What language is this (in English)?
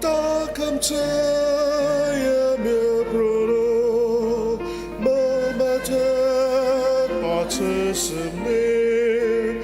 Ao Naga